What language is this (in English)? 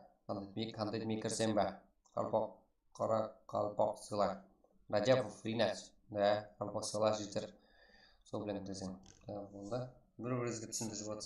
Kara-Kalpak